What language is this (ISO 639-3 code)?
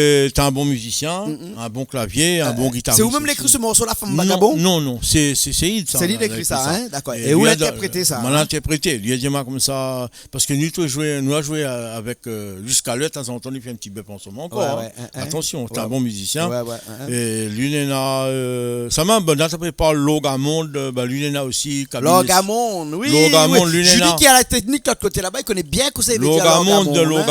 rcf